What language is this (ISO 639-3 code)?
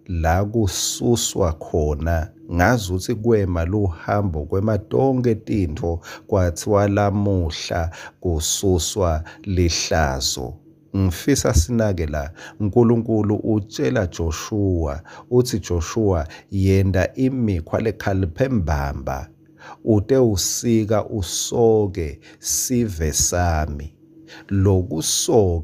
ssw